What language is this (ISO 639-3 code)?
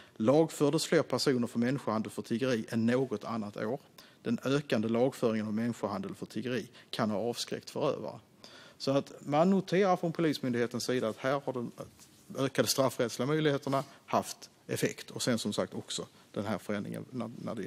swe